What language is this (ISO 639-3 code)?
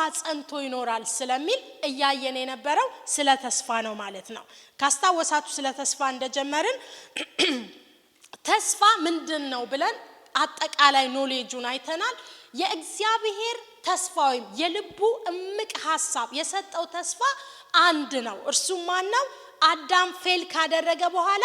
amh